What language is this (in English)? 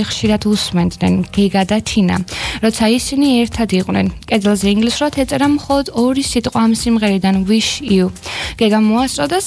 Georgian